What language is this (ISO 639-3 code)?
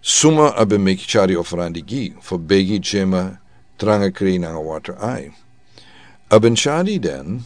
srn